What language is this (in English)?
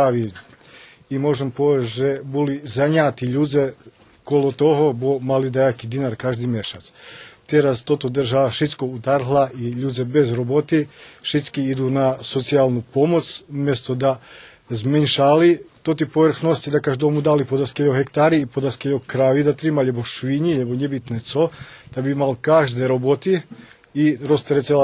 Rusyn